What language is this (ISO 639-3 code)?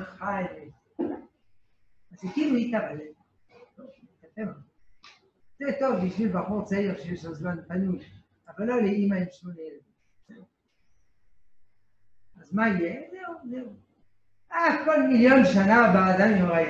heb